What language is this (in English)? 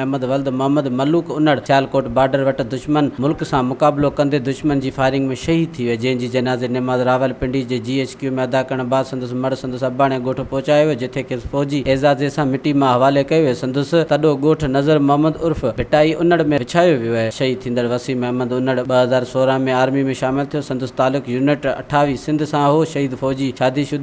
Sindhi